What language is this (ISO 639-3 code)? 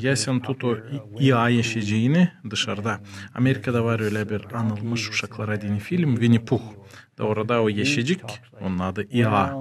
gag